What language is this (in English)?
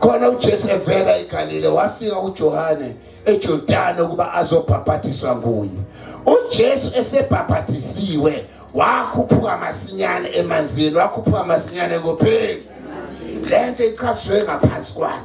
Zulu